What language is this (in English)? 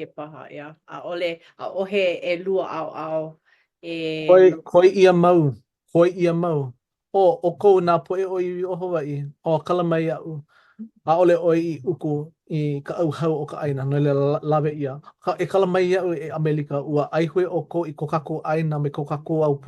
Hawaiian